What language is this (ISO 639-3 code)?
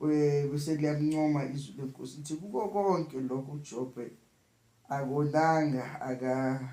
zul